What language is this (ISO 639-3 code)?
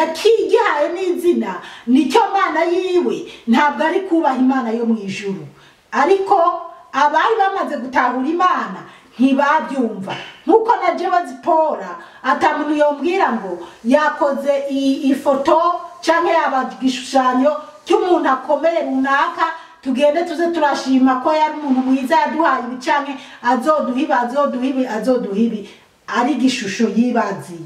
run